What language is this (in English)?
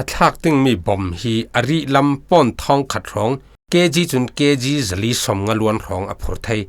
Falam Chin